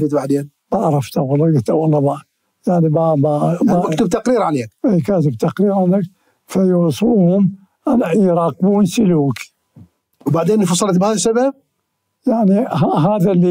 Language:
Mesopotamian Arabic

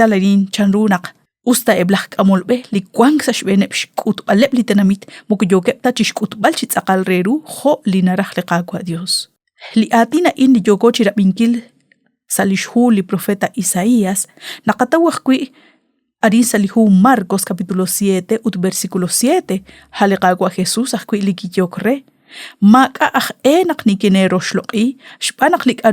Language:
Kekchí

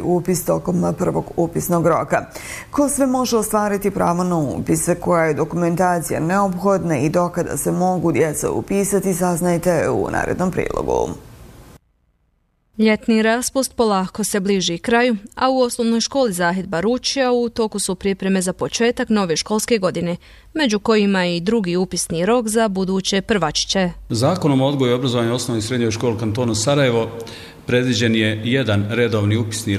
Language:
Bosnian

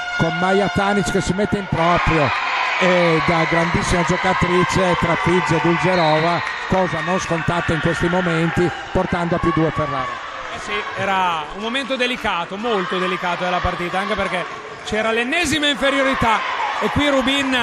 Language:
Italian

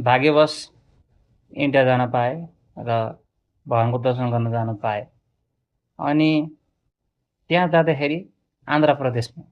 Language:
Nepali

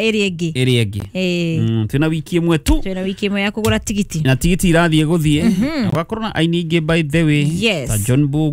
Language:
Kikuyu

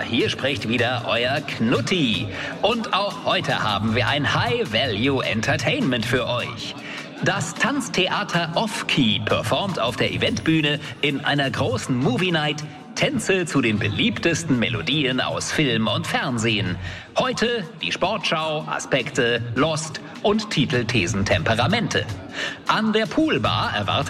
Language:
German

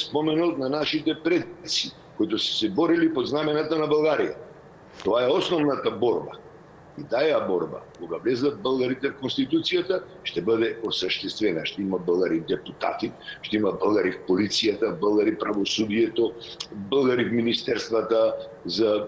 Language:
Bulgarian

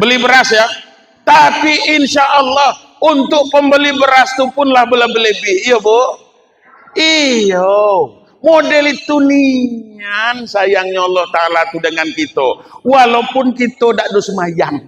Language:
Minangkabau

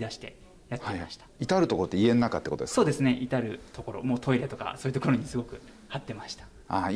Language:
Japanese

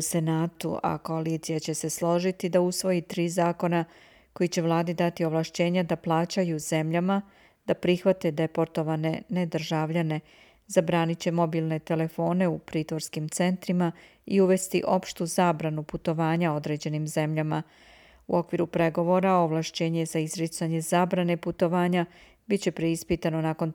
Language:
Serbian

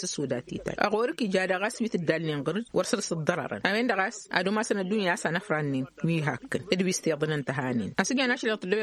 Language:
Tamasheq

